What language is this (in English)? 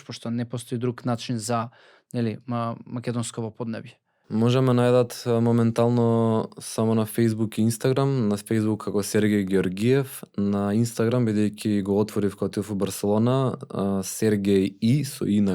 Macedonian